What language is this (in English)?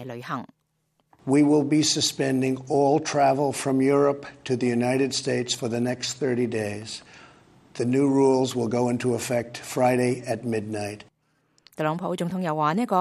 Cantonese